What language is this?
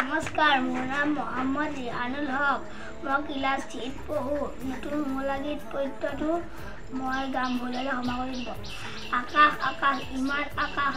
Assamese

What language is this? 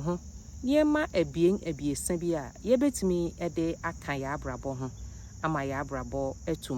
Akan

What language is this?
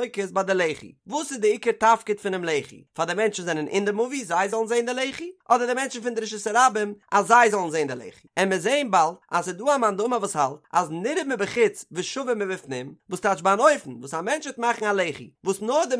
Yiddish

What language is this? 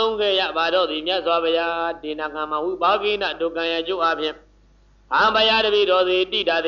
Burmese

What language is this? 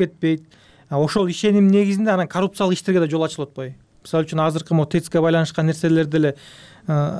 Kyrgyz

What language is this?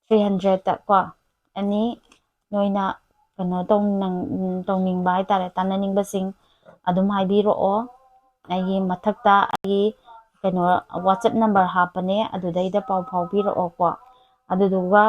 Manipuri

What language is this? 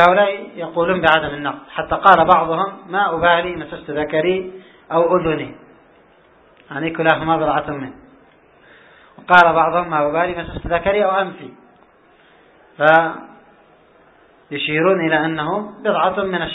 Arabic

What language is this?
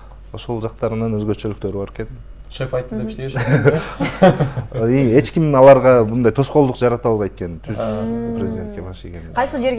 Kyrgyz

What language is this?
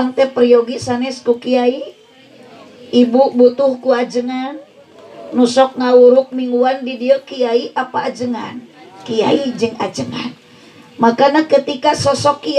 Sundanese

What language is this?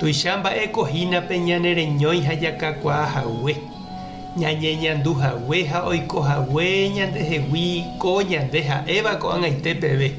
Guarani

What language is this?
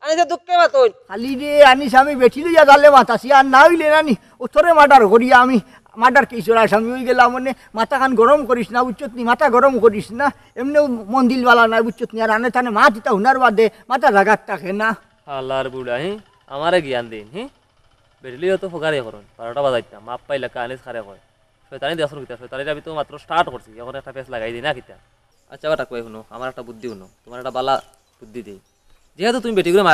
Sylheti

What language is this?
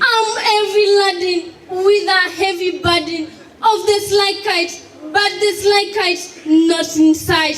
Kamba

